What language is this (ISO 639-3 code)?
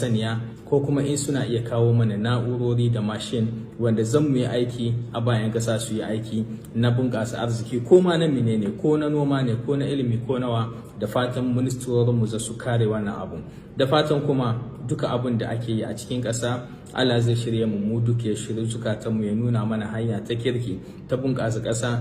hau